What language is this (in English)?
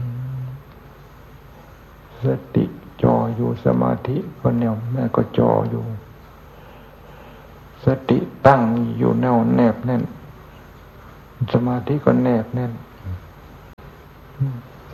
Thai